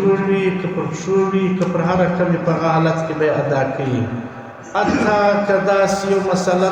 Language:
Pashto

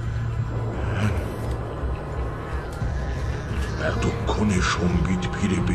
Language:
Bangla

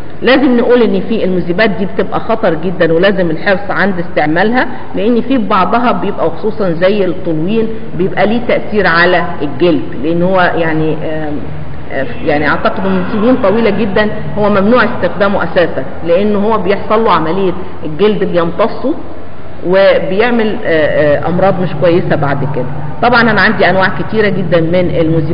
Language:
Egyptian Arabic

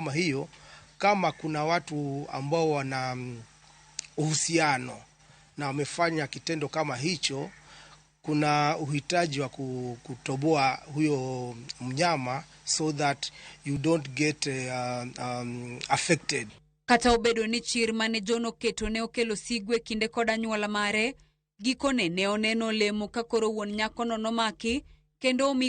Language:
Luo (Kenya and Tanzania)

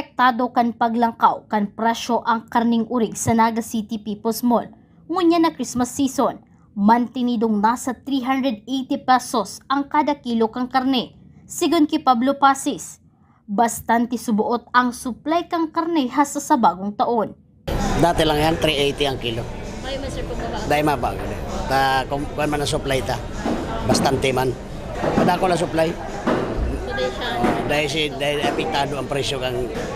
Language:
Bikol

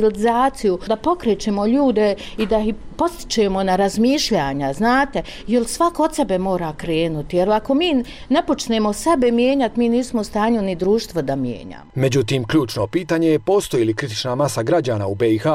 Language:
Bosnian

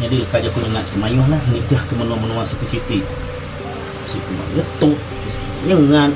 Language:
Iban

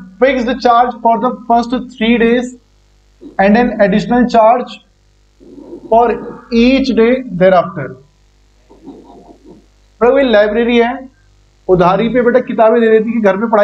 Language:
Hindi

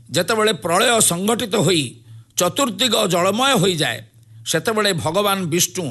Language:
Odia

